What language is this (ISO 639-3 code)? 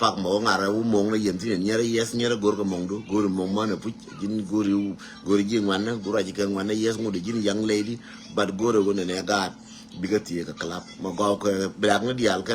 nus